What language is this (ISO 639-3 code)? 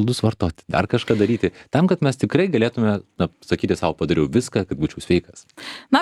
lit